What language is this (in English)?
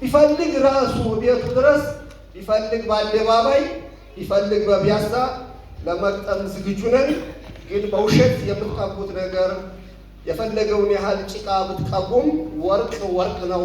Amharic